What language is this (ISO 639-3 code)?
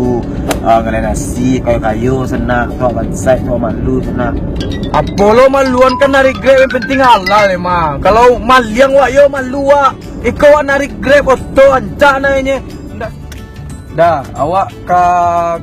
min